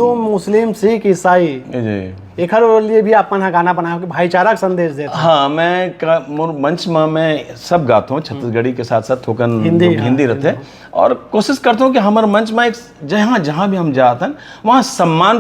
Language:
Chhattisgarhi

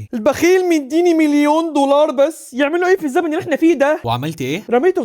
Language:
Egyptian Arabic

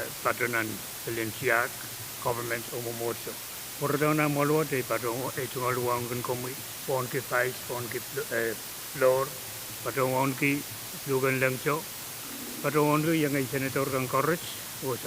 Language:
Pohnpeian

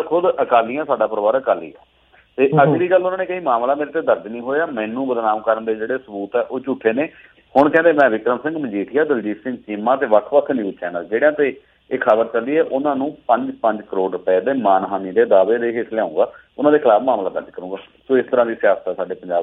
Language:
Punjabi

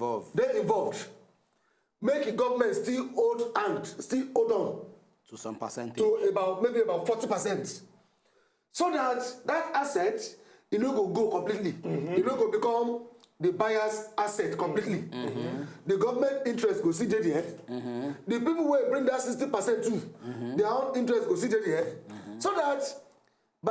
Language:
Nigerian Pidgin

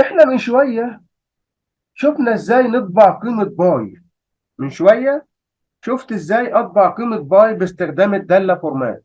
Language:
Egyptian Arabic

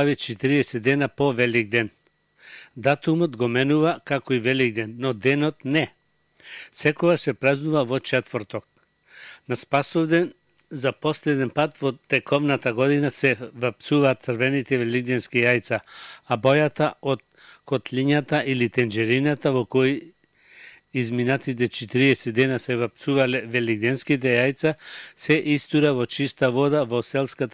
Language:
Macedonian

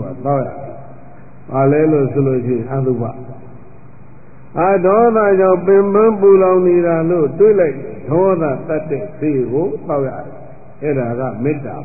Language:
Burmese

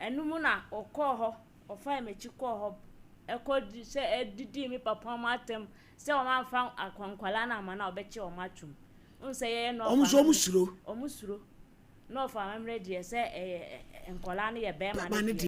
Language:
Akan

